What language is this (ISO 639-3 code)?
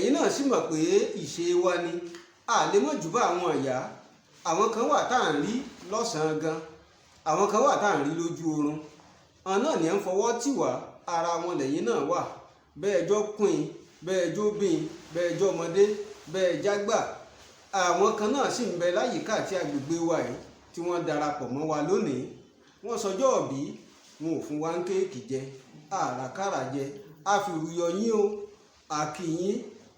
yor